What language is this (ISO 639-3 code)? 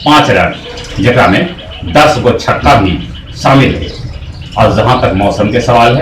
mag